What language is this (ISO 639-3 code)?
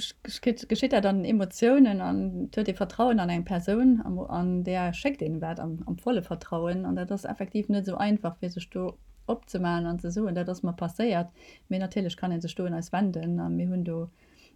ltz